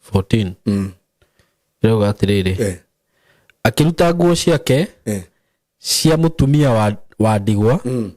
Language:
Kikuyu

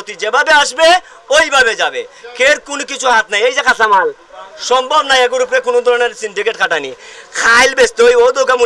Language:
Sylheti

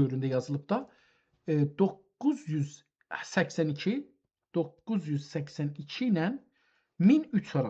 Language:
South Azerbaijani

